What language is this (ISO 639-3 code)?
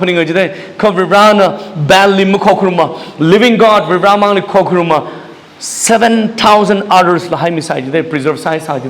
nmf